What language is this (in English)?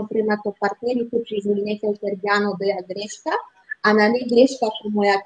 Balkan Romani